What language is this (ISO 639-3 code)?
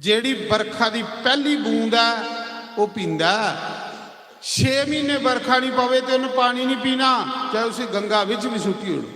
doi